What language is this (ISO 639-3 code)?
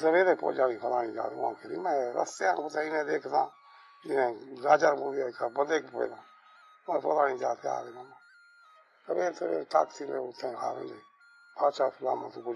skr